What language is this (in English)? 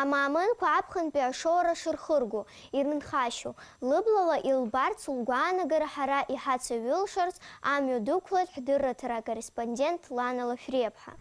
Abkhazian